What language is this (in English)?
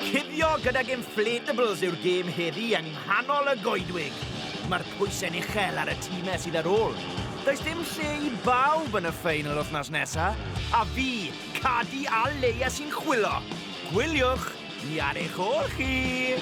Welsh